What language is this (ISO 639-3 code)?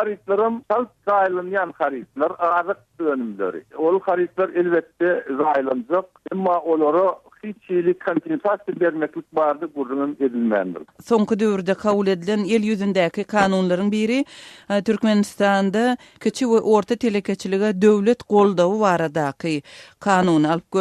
tuk